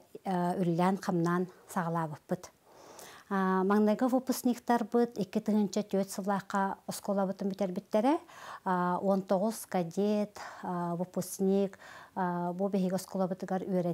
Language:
Yakut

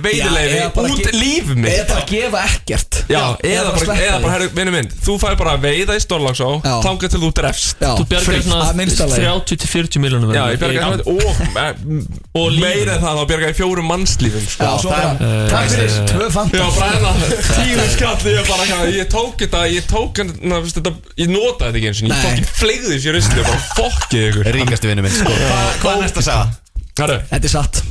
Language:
Icelandic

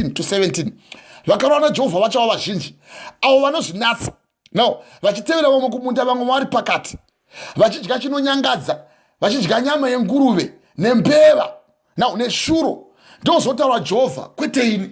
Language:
Shona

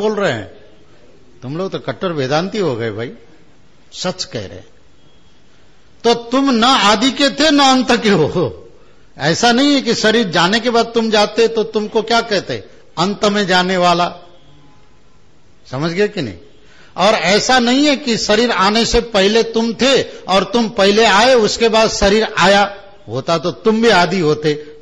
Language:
Hindi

